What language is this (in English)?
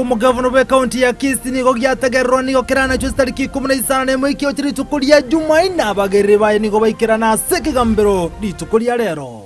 Gusii